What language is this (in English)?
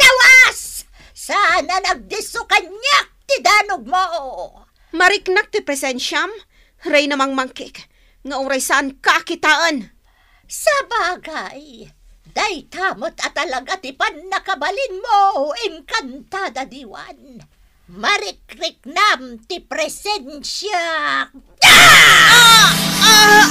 Iloko